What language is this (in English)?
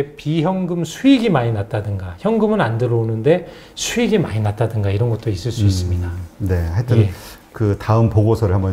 Korean